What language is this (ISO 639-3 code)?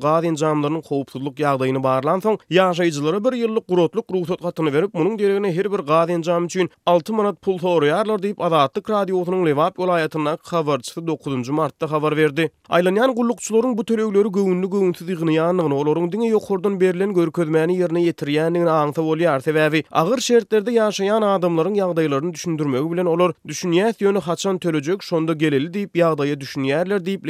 tuk